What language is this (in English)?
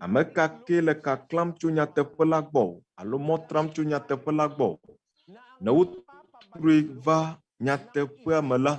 Ewe